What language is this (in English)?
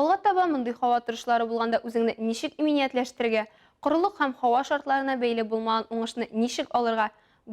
Tatar